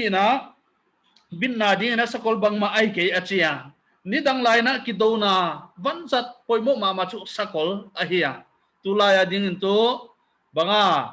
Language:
Paite Chin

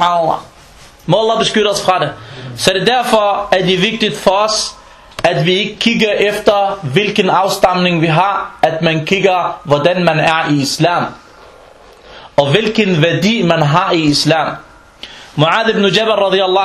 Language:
Danish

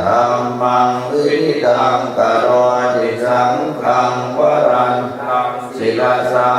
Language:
Pali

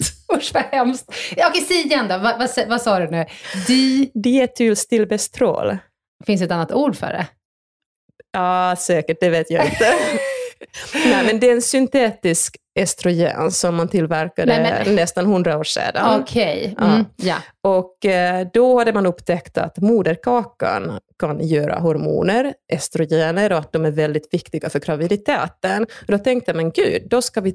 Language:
Swedish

